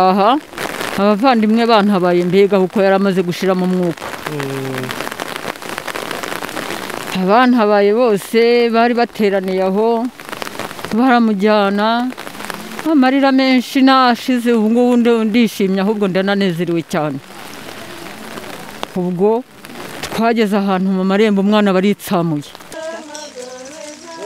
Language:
Kinyarwanda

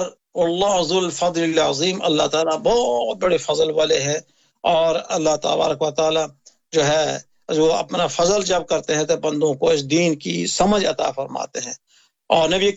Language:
Urdu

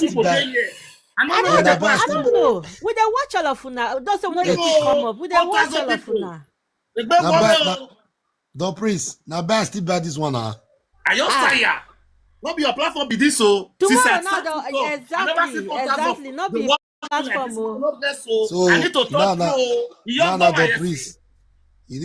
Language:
Nigerian Pidgin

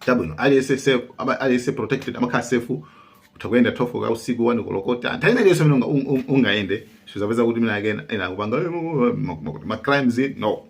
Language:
Nyanja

